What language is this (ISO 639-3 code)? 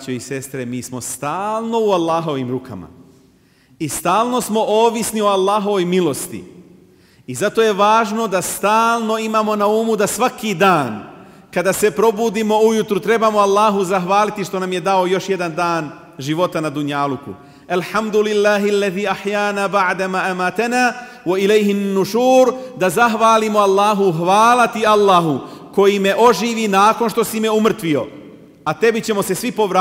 bos